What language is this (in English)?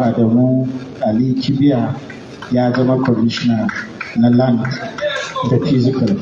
Hausa